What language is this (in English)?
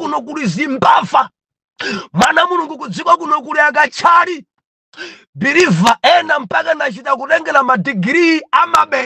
Nyanja